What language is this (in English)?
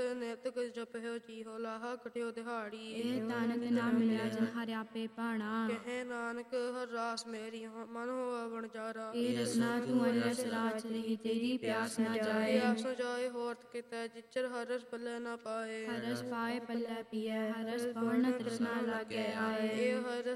Punjabi